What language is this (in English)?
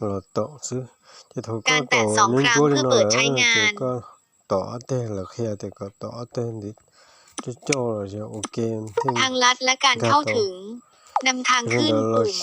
Hmong